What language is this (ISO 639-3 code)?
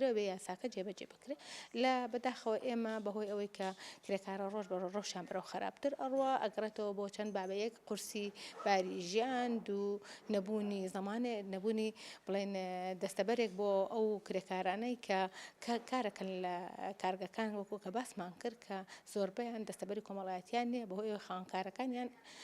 ckb